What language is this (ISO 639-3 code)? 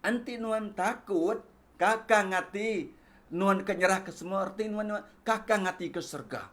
iba